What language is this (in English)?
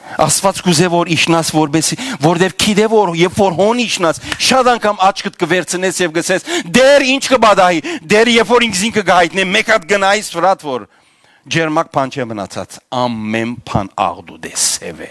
Western Armenian